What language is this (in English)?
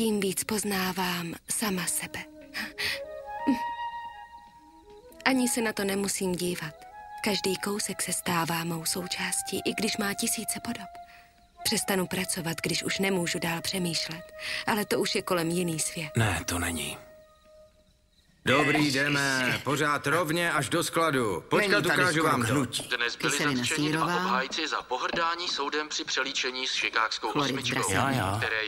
Czech